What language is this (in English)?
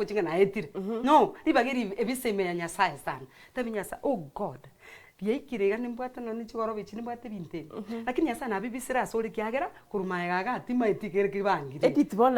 Gusii